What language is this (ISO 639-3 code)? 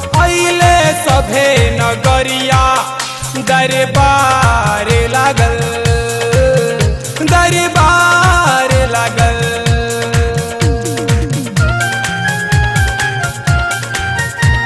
bho